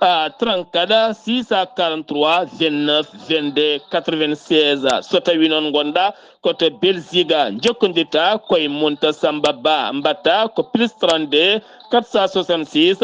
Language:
Fula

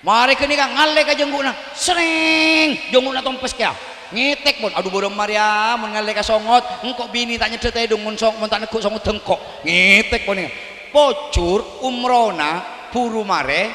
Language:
Madurese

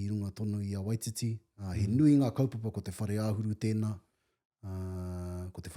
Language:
Māori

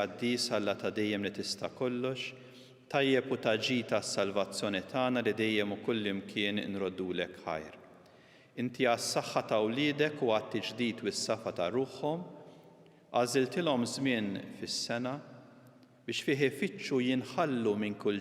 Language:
Maltese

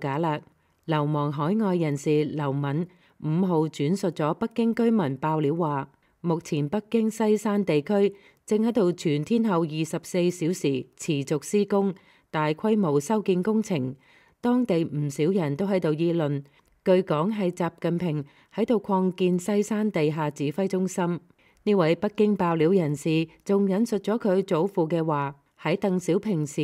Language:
Cantonese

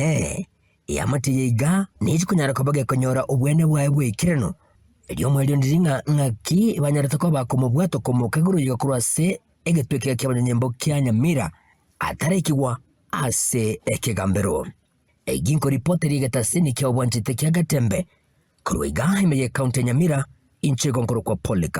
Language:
Gusii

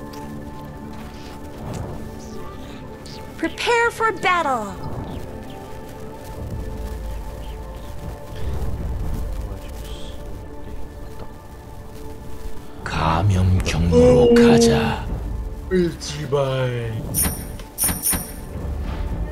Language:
Korean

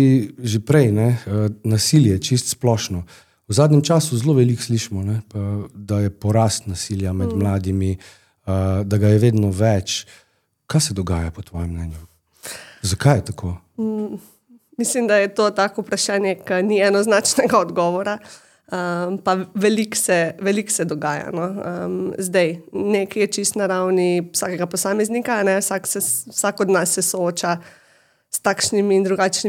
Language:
Slovenian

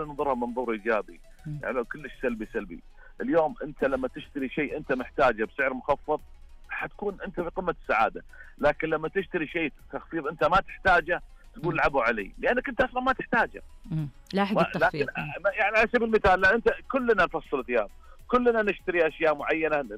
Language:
Najdi Arabic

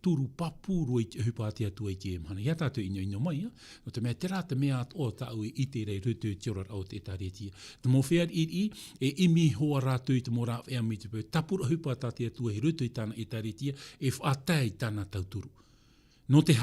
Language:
Tahitian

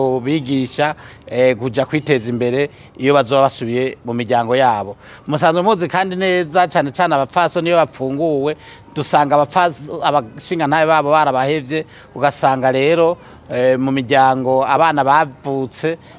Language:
Rundi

